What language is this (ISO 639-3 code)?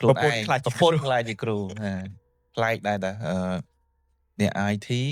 khm